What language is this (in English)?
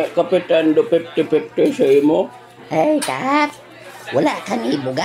Hiligaynon